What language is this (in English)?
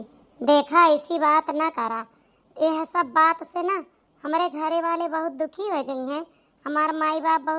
Awadhi